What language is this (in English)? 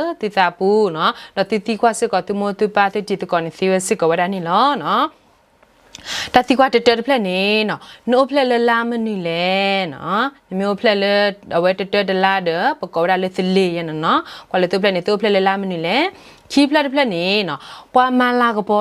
S'gaw Karen